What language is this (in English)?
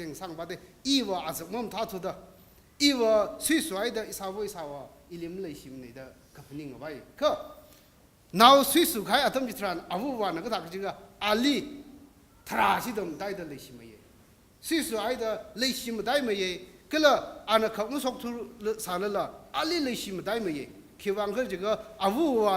Tangkhul Naga (India)